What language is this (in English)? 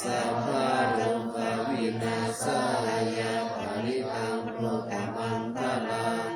Pali